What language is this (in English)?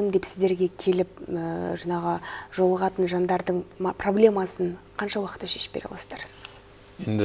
Kazakh